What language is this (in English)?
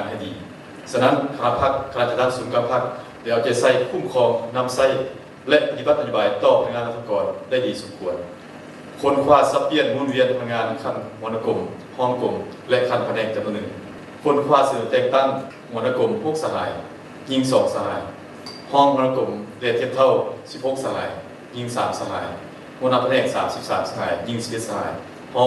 Lao